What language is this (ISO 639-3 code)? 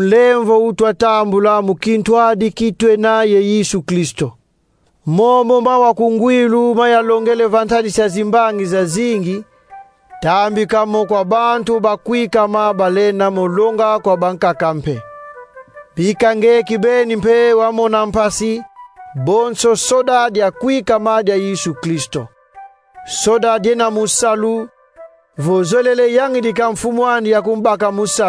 kon